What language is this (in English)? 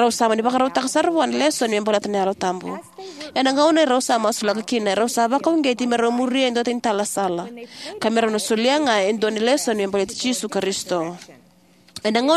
Fijian